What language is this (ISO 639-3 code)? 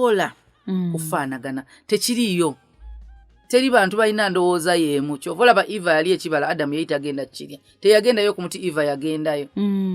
lug